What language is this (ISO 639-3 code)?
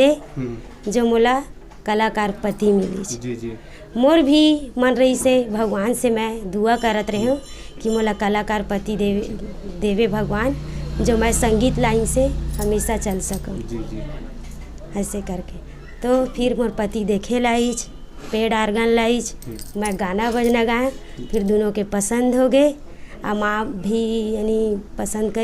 hne